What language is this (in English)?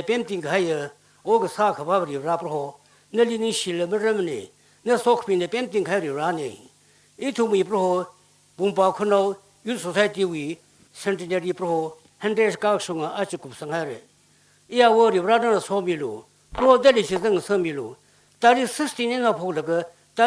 Tangkhul Naga (India)